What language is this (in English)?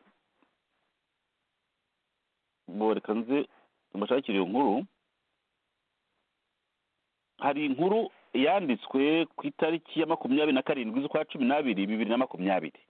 Kinyarwanda